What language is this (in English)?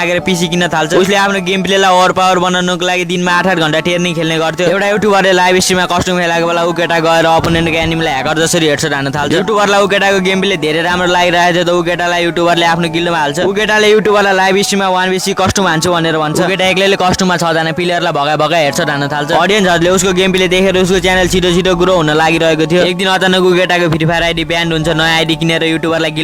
Nepali